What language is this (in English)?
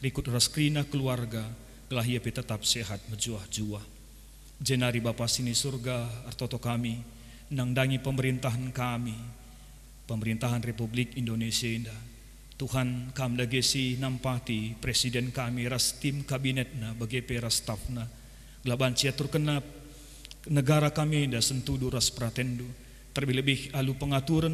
Batak Karo